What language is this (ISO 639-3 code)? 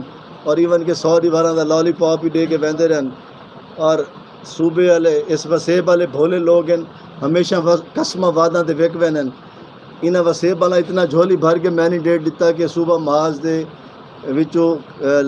skr